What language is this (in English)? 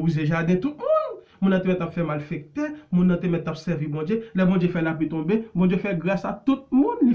Haitian Creole